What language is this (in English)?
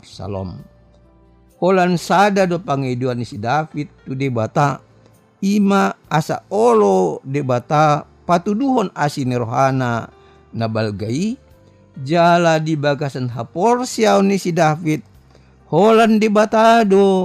Batak Toba